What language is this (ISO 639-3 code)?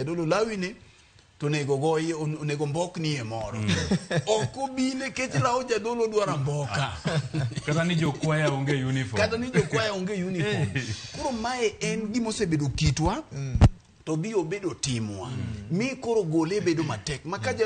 luo